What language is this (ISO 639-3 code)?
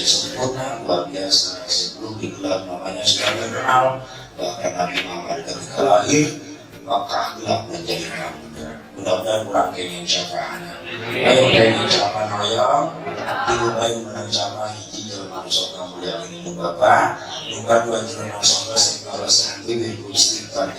sun